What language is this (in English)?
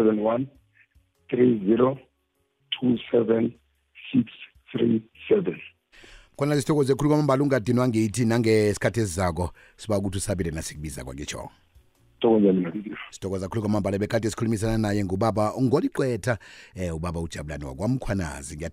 South Ndebele